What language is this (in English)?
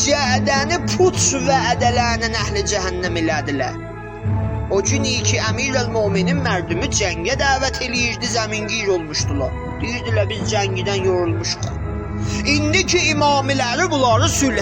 South Azerbaijani